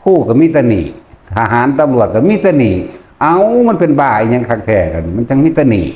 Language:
Northeastern Thai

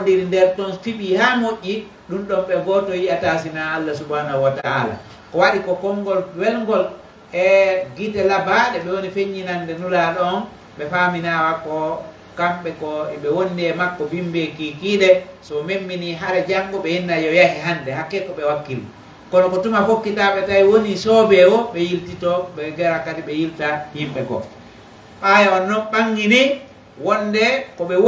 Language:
Pular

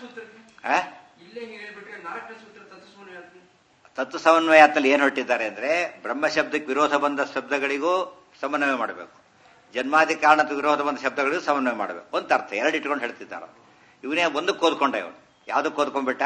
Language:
Kannada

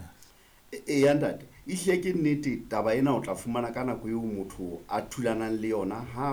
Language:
Southern Sotho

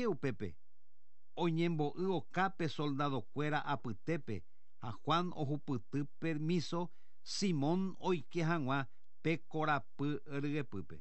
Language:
Guarani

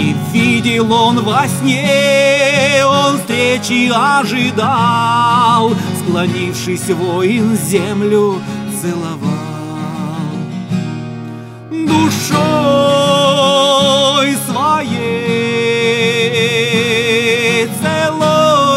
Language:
Russian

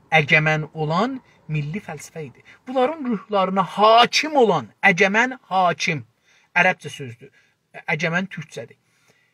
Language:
South Azerbaijani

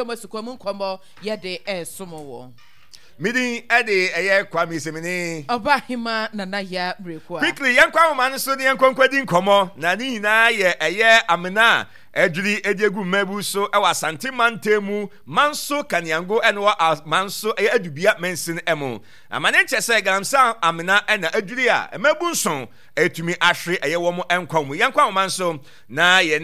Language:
Akan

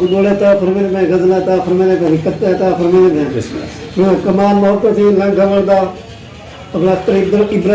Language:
Saraiki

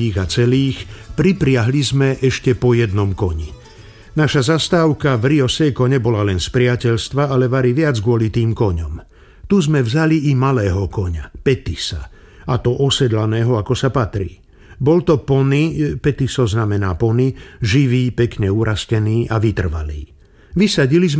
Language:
Slovak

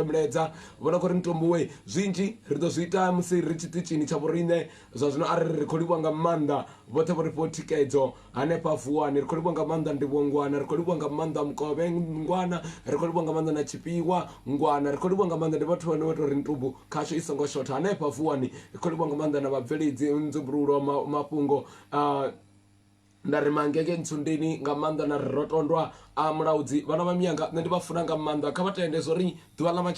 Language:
Venda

